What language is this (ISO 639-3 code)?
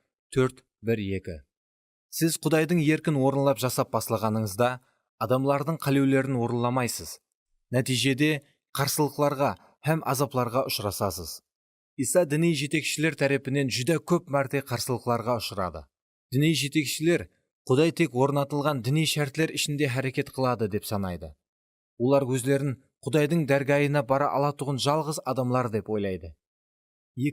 kaa